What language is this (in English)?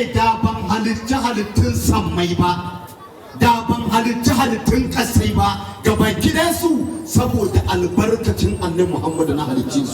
Hausa